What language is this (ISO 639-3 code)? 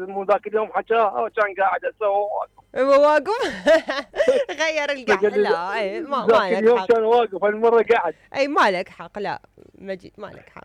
acm